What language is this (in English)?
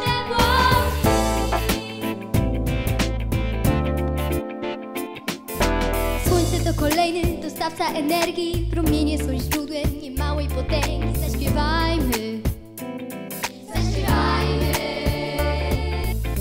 Polish